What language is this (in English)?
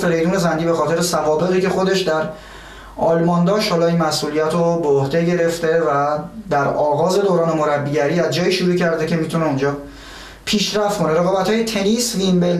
Persian